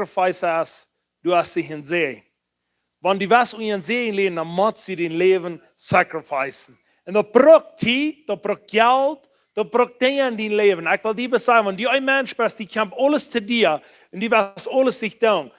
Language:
Plautdietsch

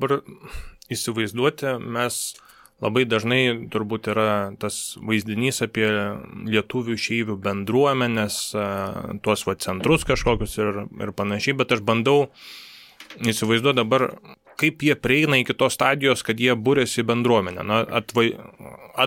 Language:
Lithuanian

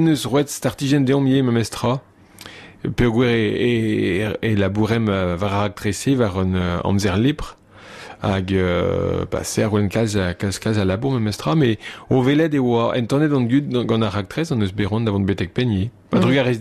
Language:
Breton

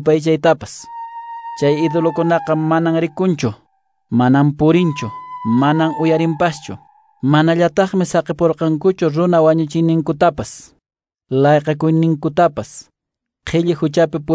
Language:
Quechua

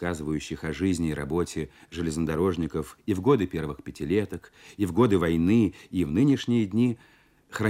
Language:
Russian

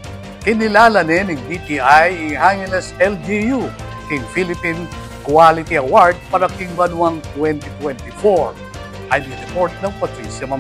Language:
Pampanga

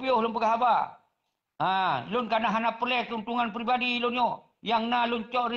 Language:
Achinese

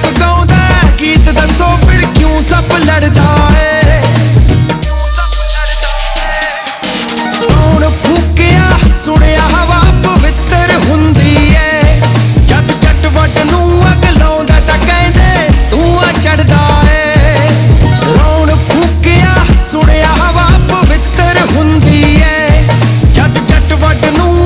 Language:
Punjabi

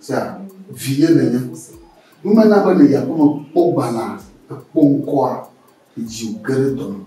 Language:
Ewe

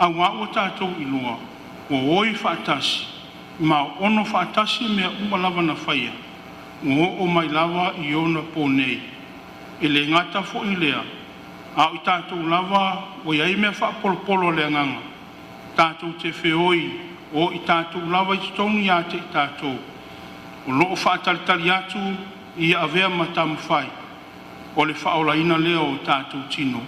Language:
Samoan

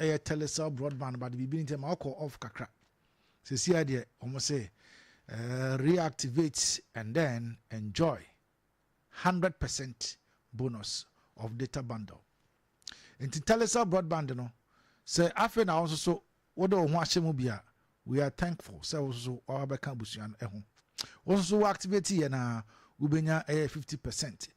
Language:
Akan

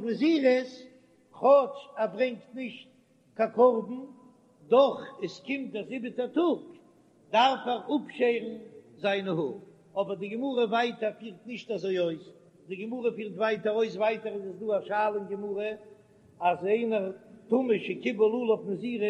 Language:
Yiddish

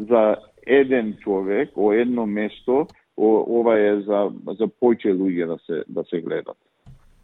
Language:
Macedonian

